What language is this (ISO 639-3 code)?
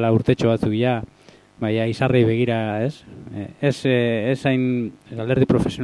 eus